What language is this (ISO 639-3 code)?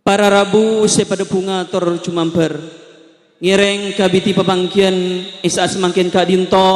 mad